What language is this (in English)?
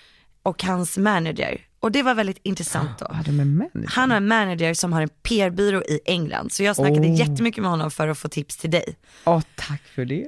Swedish